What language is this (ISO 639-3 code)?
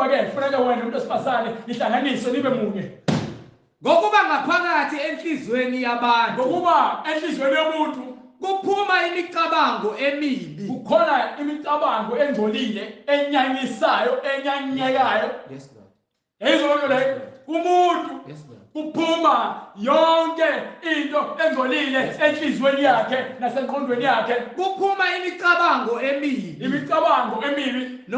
zul